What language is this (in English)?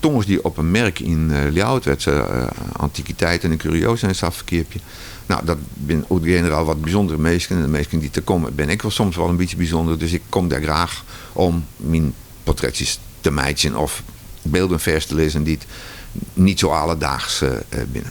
Western Frisian